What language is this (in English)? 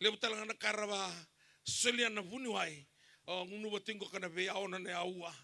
Fijian